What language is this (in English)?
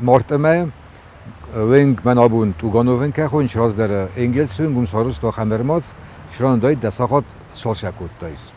Ossetic